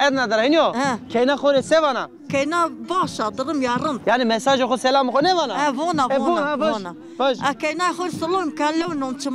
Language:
Zaza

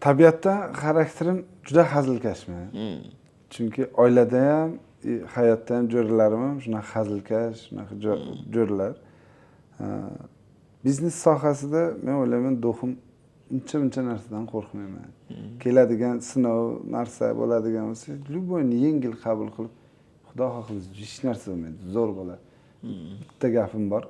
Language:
Uzbek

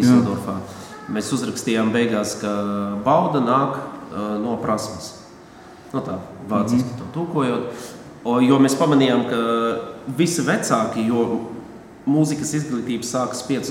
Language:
Latvian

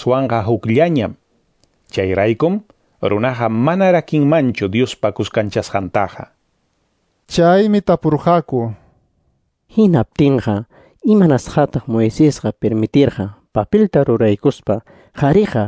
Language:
Quechua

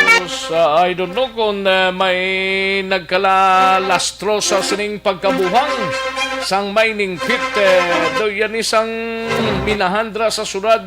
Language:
Hiligaynon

